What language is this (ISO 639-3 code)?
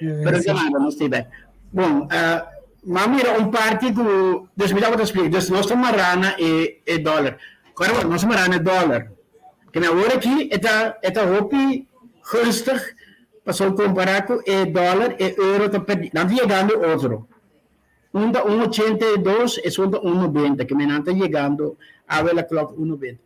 pap